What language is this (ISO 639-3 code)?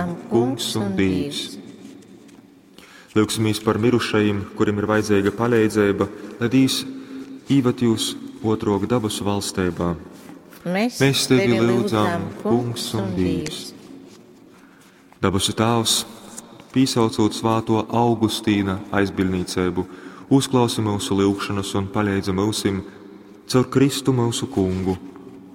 ltg